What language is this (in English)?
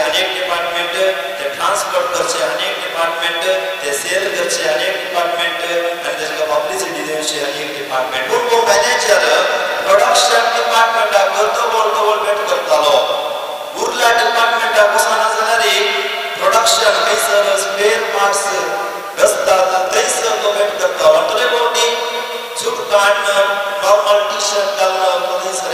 Konkani